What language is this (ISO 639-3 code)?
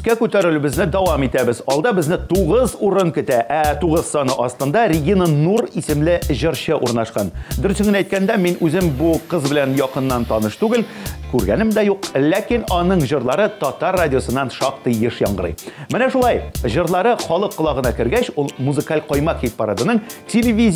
tat